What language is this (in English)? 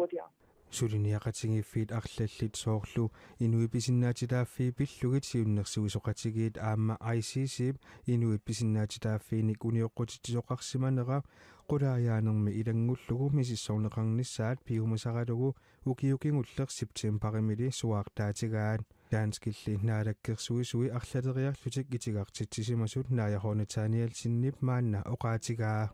Kalaallisut